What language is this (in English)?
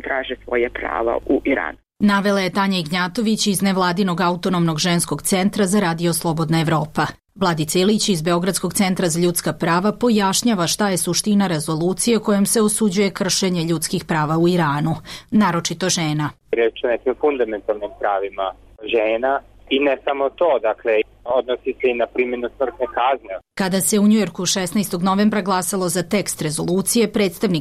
Serbian